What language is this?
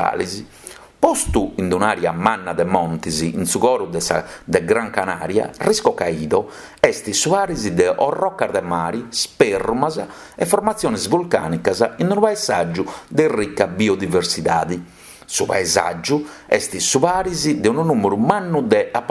Sardinian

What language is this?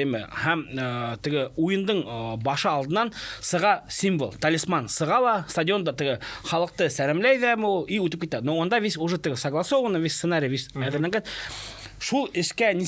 Bashkir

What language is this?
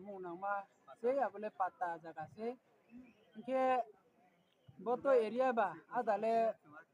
Riang (India)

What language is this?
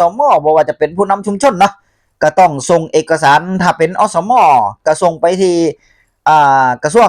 Northeastern Thai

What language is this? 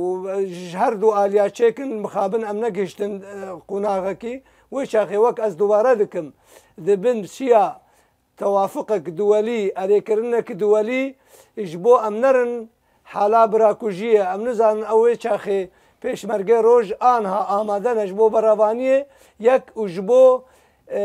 Kurdish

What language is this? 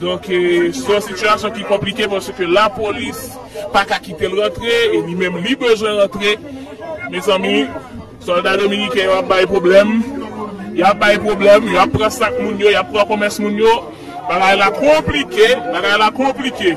Haitian Creole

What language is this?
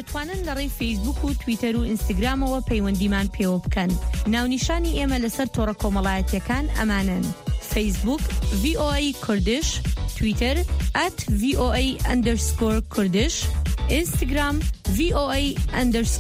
Central Kurdish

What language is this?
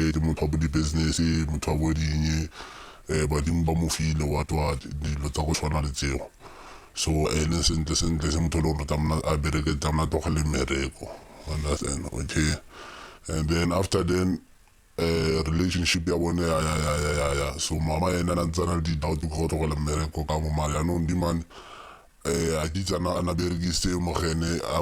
Tswana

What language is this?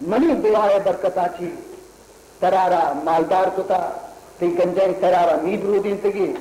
Baluchi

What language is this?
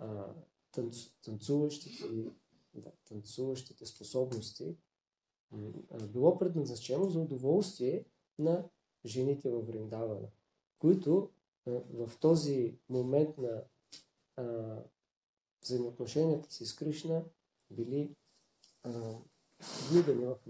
Bulgarian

